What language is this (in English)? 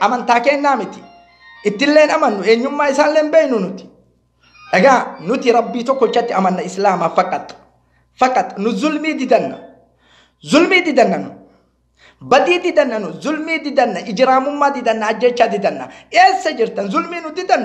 Oromo